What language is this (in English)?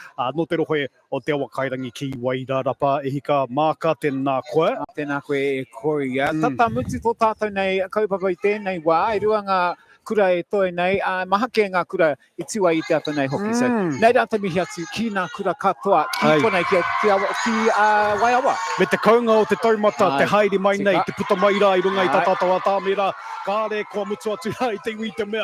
Māori